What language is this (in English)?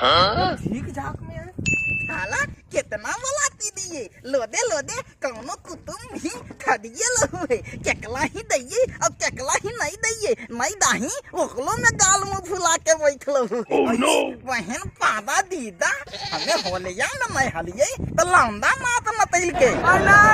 Magahi